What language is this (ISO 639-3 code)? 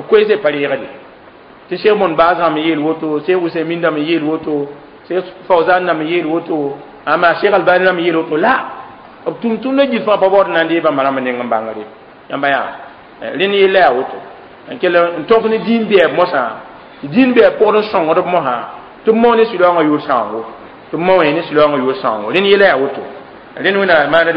mos